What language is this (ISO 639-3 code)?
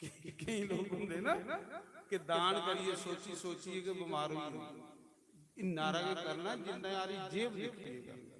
doi